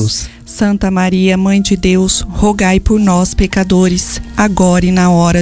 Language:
Portuguese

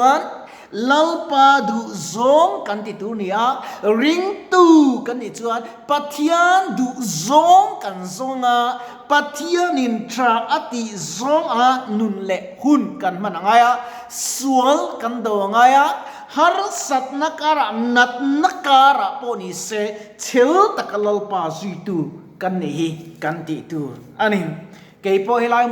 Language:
Mizo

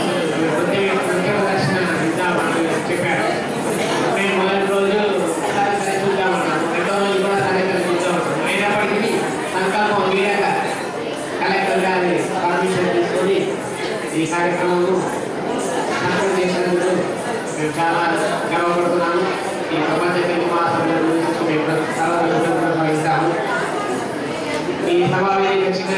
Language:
Telugu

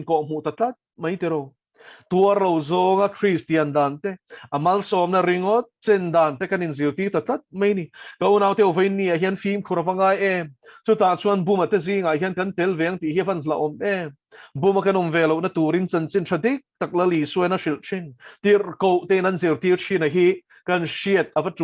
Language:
Mizo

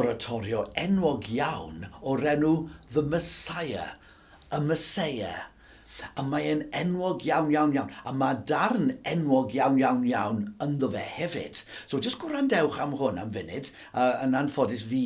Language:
Welsh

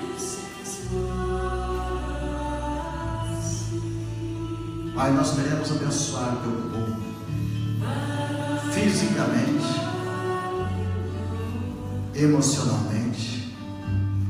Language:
Portuguese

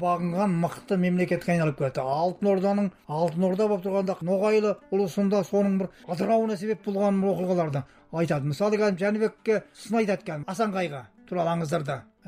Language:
Kazakh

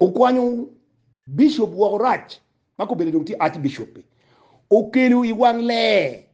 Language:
Acoli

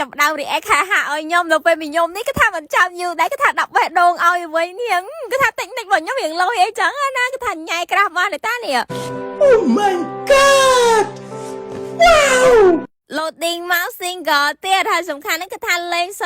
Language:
Khmer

